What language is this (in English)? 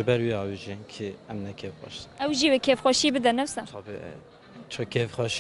Kurdish